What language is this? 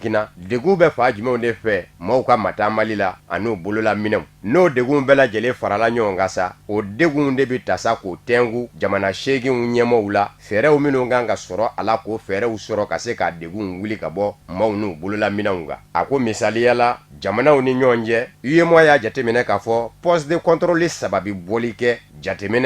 Bambara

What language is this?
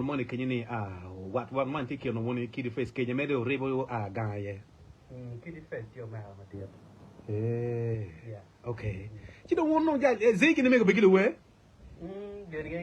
Acoli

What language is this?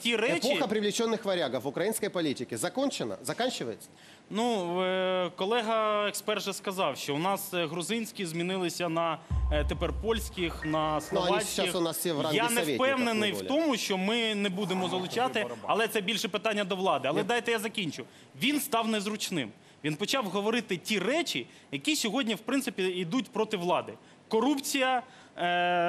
Ukrainian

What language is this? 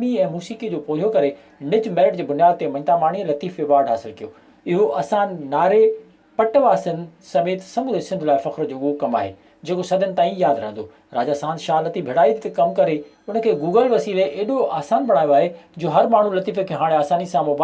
Sindhi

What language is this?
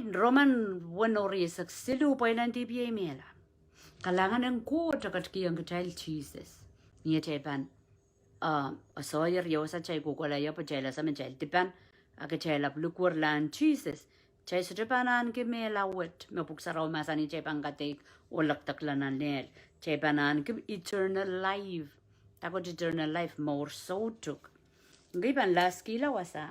Pohnpeian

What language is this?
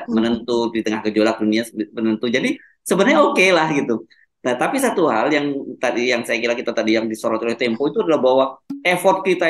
Indonesian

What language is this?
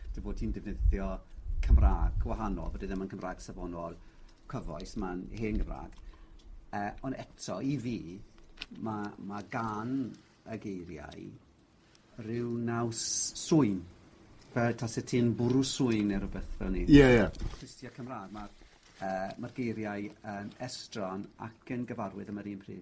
Welsh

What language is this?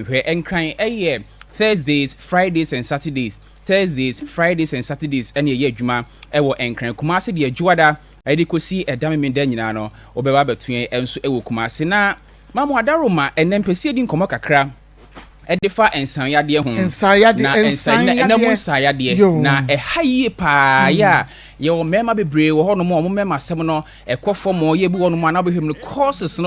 Akan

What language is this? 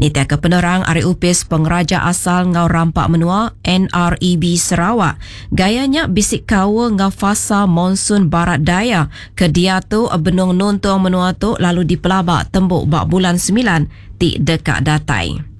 Iban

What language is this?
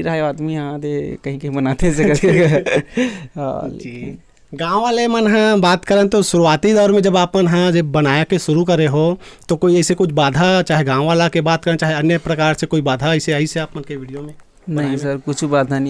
Chhattisgarhi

